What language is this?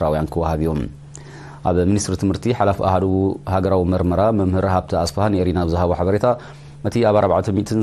Tigrinya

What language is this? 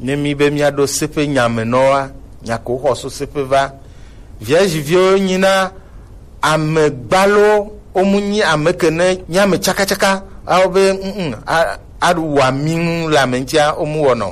Gen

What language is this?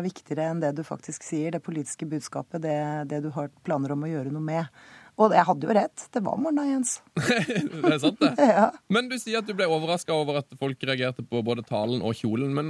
Norwegian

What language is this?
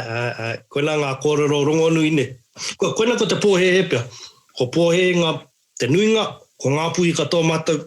Māori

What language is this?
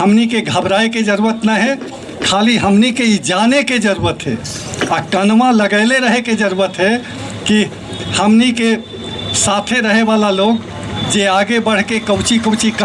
Magahi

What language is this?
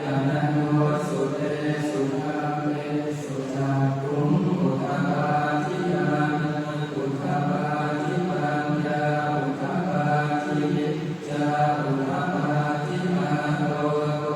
Pali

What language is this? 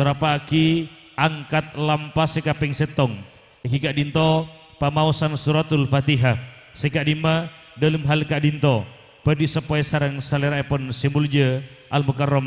Madurese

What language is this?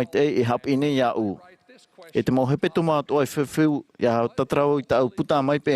Tahitian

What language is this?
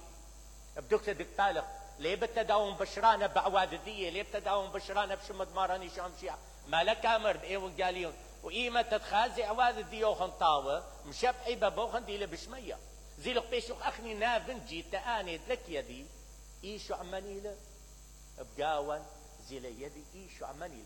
Mesopotamian Arabic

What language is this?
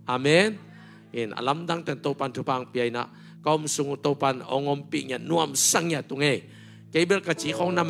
Tedim Chin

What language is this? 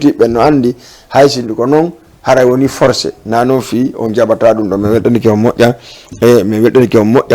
Fula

